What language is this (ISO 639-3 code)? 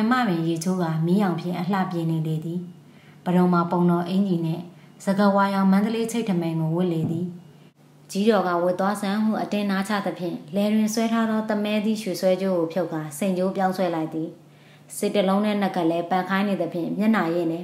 mya